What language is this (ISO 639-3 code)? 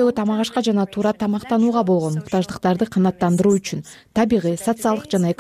kir